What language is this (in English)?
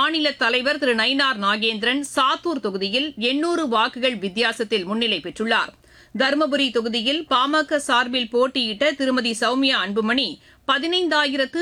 Tamil